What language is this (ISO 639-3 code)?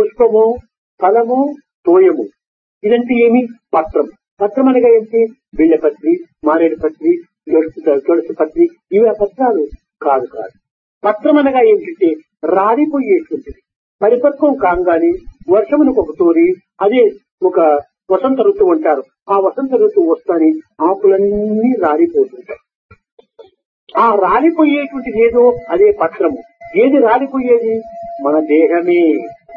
tel